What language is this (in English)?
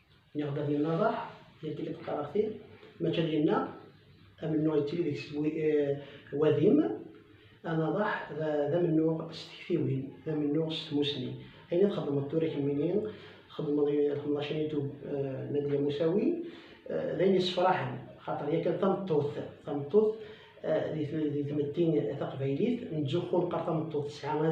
Kabyle